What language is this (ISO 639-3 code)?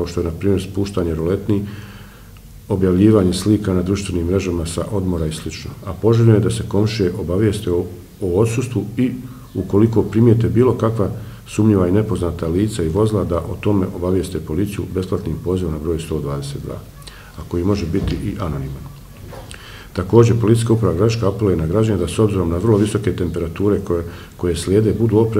bos